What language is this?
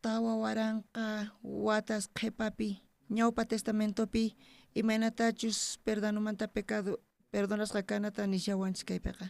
South Bolivian Quechua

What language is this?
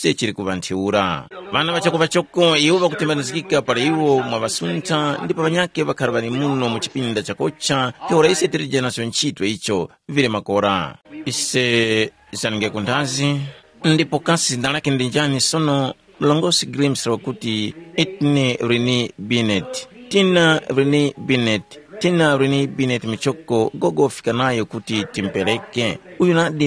Tumbuka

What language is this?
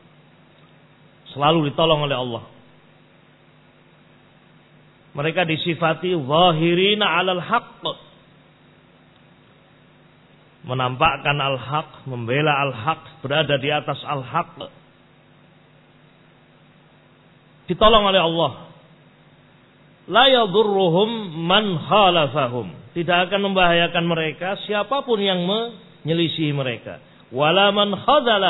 Indonesian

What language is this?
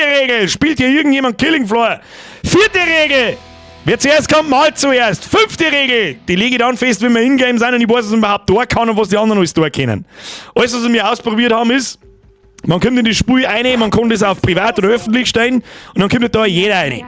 Bavarian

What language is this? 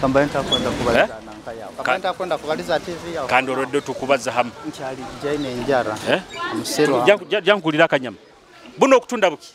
Nyoro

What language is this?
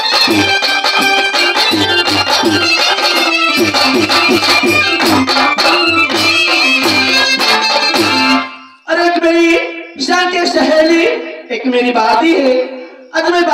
Bhojpuri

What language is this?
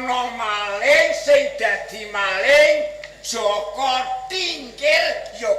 Javanese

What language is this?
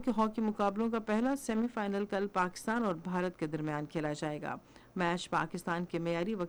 Urdu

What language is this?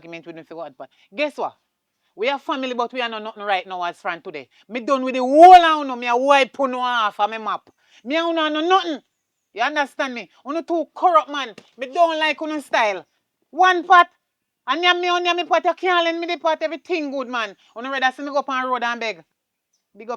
Jamaican Creole English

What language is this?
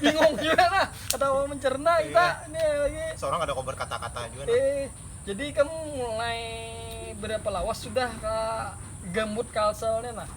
Banjar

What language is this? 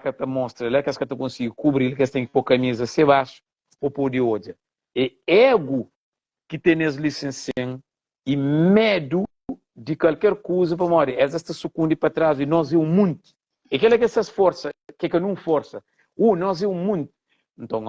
Kabuverdianu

